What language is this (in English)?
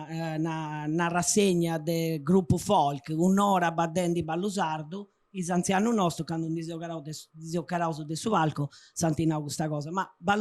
Sardinian